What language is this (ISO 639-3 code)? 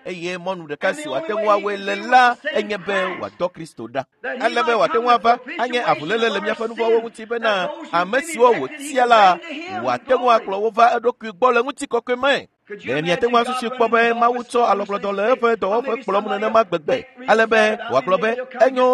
ewe